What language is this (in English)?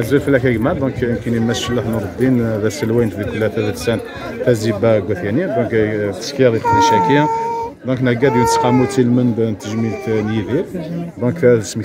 Kabyle